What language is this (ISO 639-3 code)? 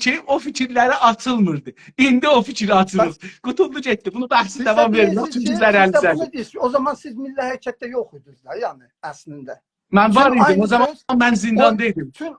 azb